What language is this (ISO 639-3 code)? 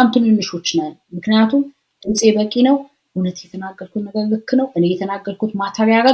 amh